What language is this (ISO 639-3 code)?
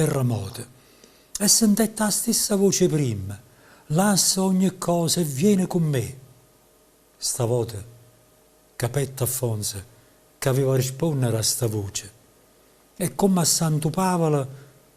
nap